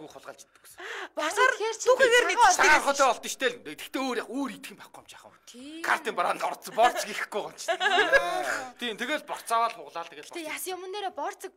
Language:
Mongolian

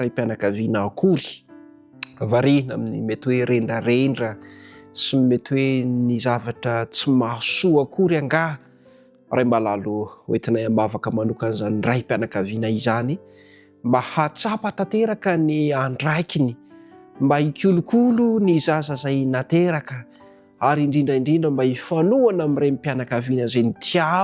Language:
Malagasy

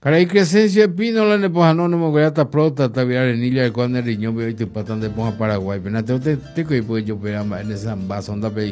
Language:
Guarani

